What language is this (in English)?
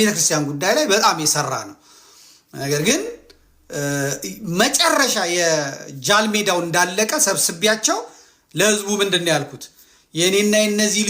Amharic